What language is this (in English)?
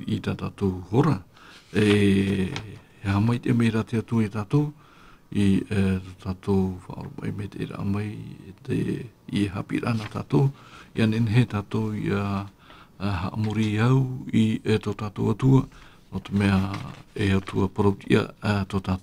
Tahitian